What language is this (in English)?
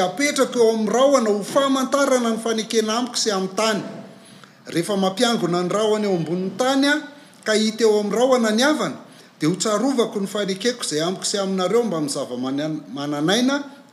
Malagasy